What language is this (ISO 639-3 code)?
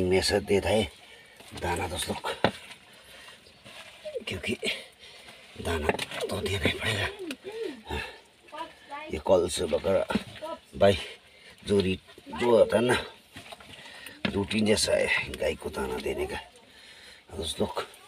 hin